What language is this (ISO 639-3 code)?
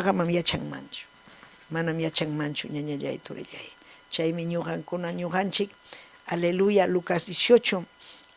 quy